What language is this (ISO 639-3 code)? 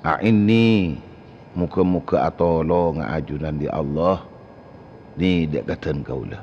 mad